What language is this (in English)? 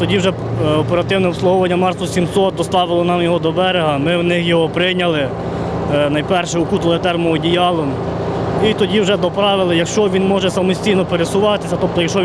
Ukrainian